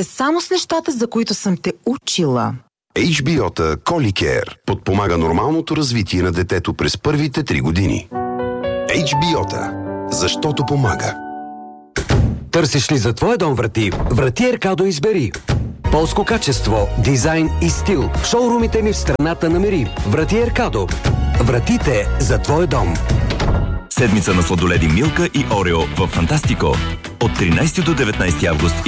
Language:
Bulgarian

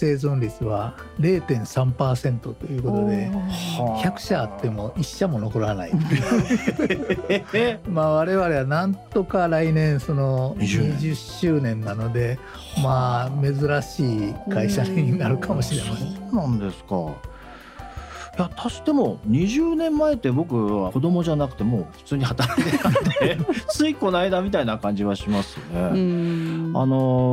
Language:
Japanese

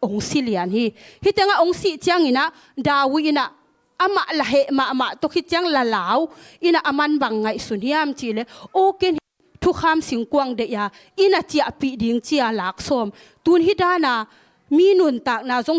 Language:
Tedim Chin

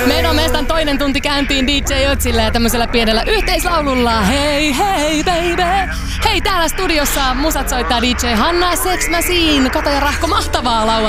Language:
Finnish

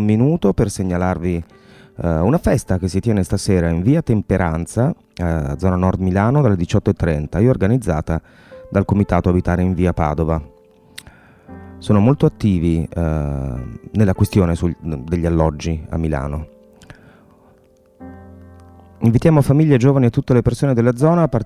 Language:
Italian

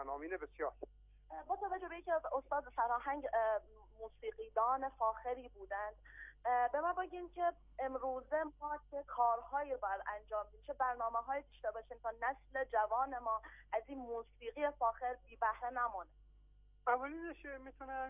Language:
Persian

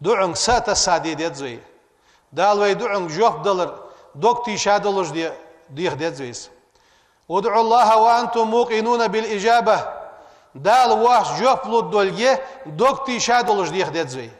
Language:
Ingush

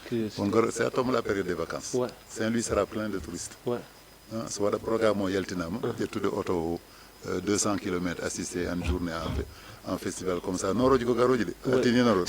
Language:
Fula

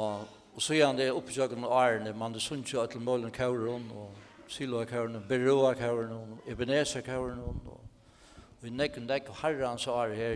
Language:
Faroese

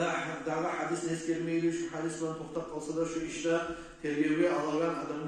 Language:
Kumyk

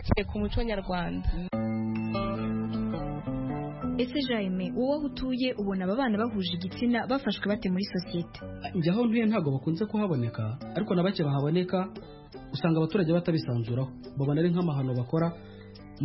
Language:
Kinyarwanda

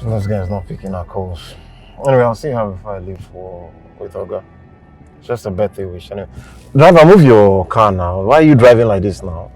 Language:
Nigerian Pidgin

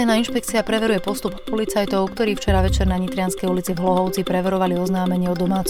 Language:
Slovak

